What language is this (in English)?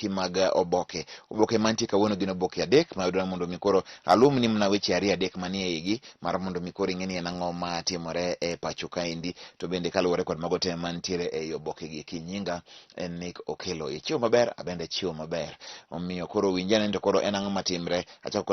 Luo (Kenya and Tanzania)